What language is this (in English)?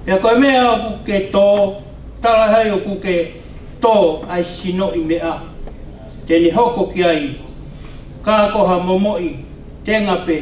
Tongan